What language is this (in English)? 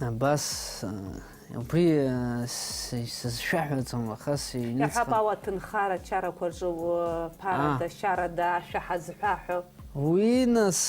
Abkhazian